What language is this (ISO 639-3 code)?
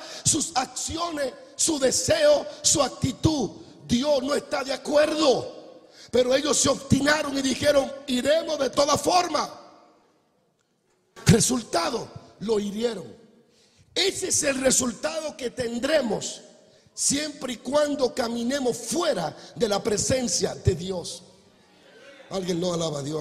spa